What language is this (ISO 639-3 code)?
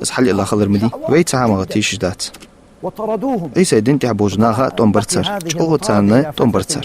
inh